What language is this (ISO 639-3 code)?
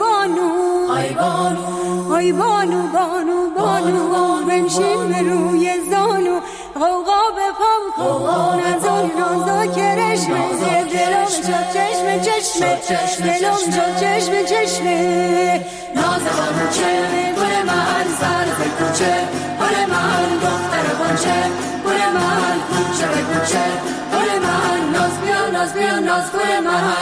fas